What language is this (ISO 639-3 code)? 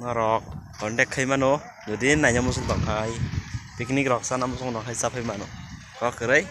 trp